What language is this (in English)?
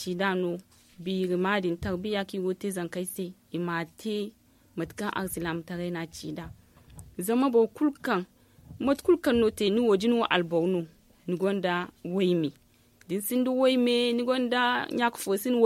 Zarma